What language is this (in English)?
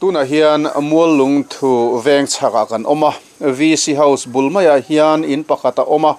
Mizo